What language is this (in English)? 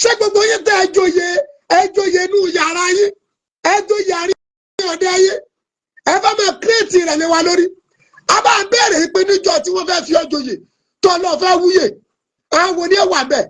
Yoruba